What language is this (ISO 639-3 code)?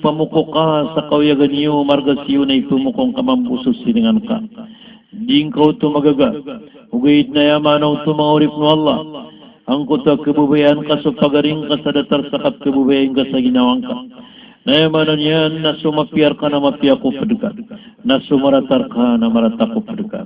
mrw